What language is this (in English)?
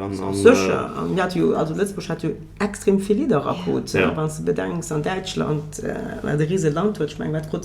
Luxembourgish